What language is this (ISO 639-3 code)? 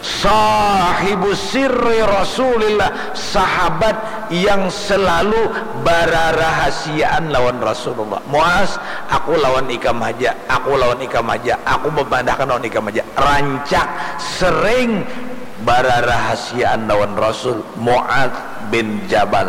bjn